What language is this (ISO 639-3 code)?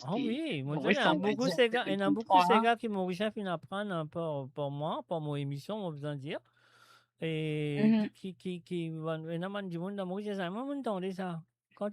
mfe